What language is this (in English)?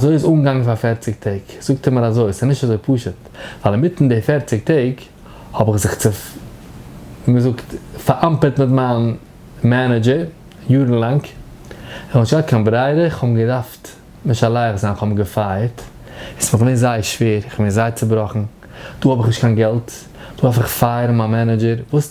Yiddish